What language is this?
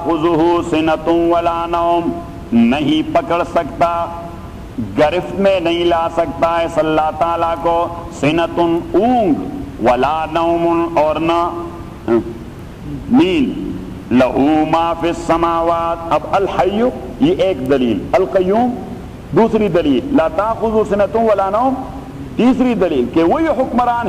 Urdu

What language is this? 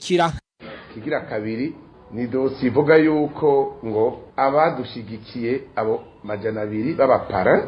Rundi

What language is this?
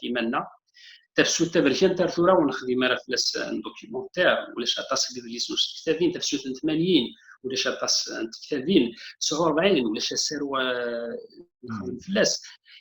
Kabyle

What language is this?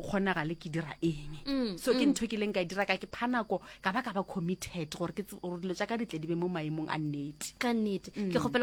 Northern Sotho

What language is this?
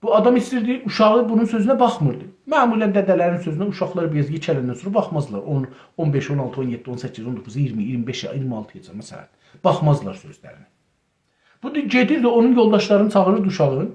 South Azerbaijani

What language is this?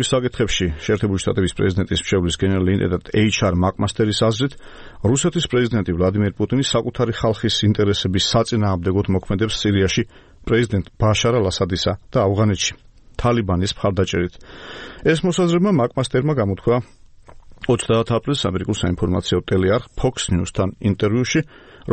Georgian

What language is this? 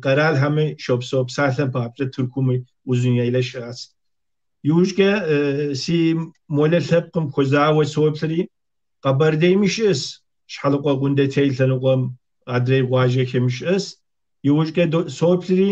Kabardian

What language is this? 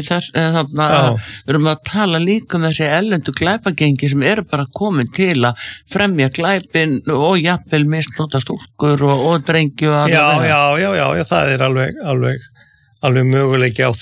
Icelandic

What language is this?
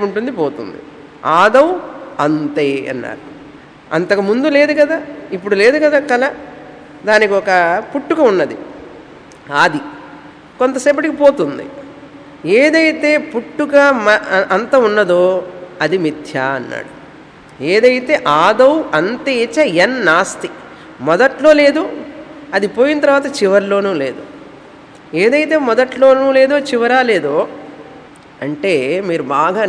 Telugu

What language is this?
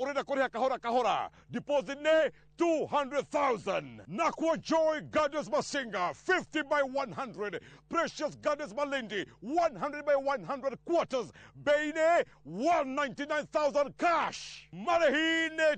Kikuyu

